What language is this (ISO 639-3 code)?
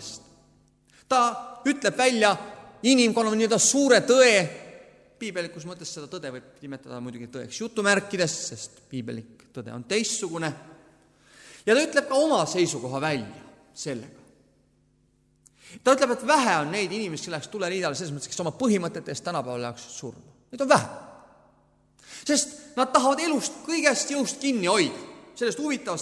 est